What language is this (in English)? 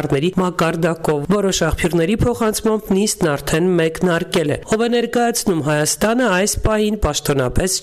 Armenian